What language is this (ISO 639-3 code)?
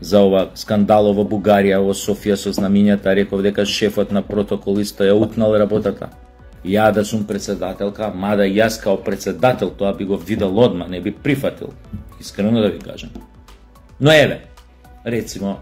mkd